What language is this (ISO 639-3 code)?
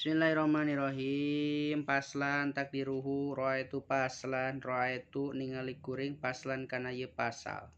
sun